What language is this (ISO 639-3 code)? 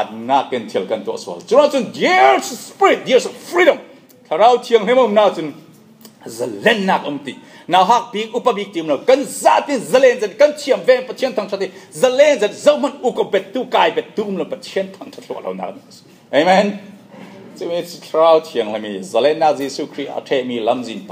cfm